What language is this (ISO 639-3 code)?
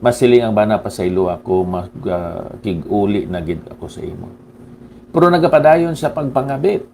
hil